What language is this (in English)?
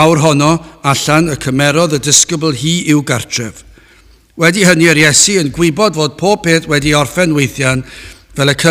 Welsh